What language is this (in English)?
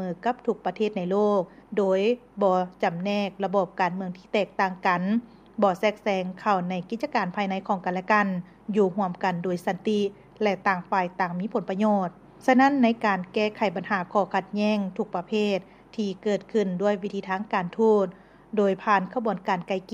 Lao